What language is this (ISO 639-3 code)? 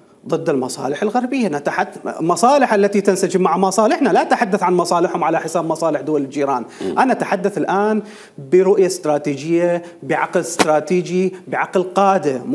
acm